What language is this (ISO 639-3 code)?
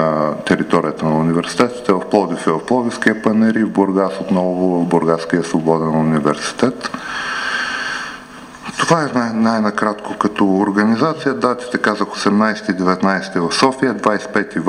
bul